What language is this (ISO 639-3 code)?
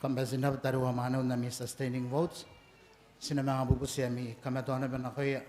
gil